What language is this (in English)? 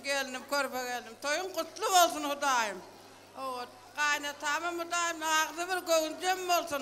Turkmen